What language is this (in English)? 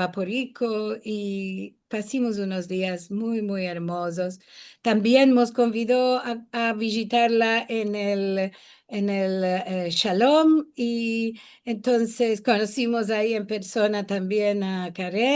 Ladino